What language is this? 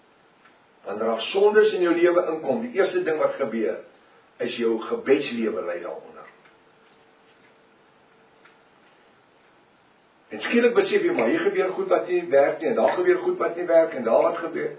Afrikaans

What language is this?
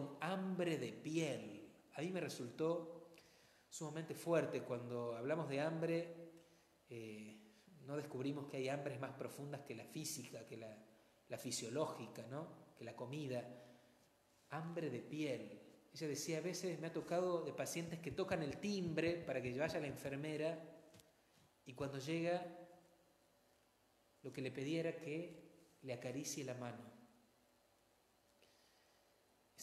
Spanish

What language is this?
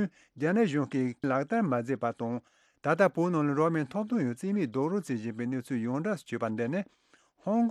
Tibetan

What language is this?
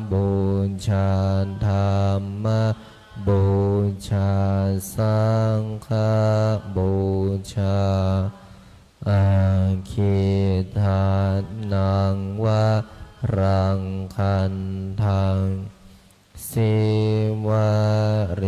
Pali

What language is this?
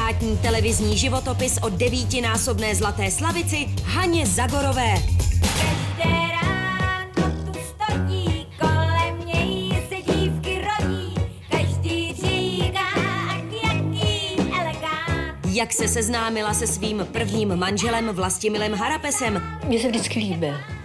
Czech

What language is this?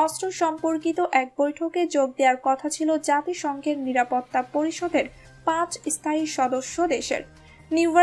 Bangla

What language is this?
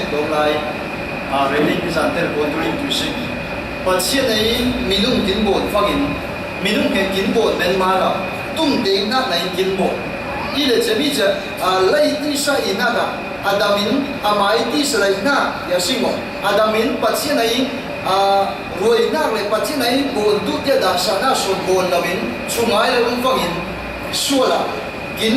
Falam Chin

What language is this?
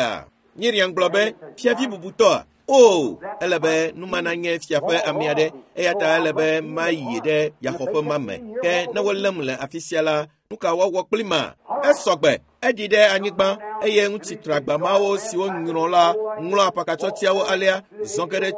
Ewe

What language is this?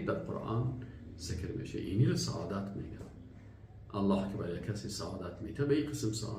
Persian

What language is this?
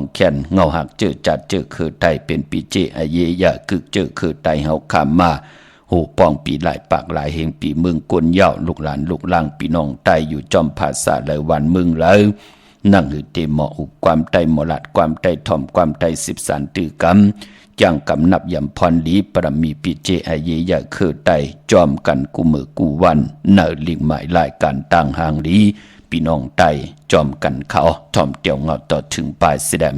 Shan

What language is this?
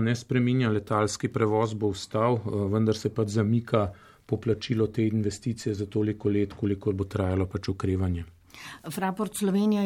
Slovenian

